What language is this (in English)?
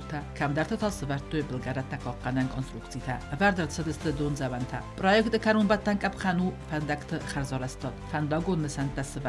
Ossetic